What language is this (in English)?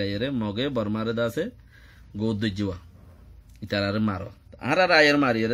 Rohingya